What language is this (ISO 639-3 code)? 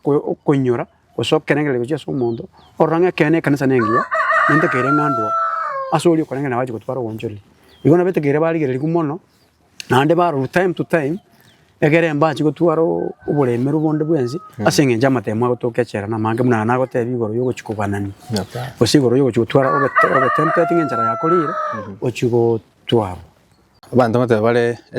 guz